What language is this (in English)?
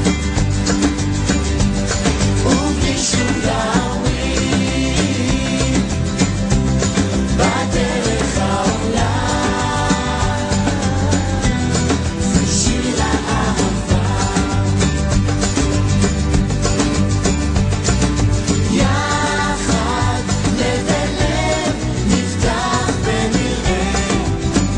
Hebrew